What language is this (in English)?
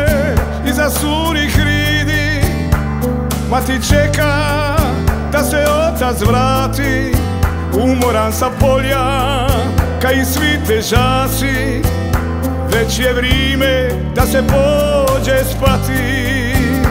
Croatian